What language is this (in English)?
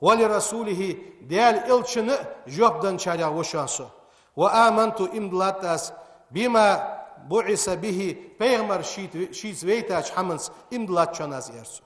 Ingush